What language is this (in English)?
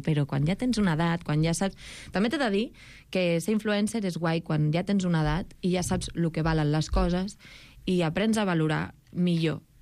Catalan